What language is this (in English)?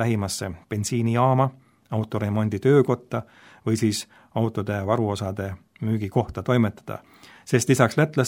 Estonian